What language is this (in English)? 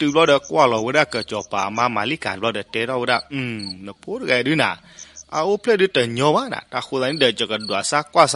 S'gaw Karen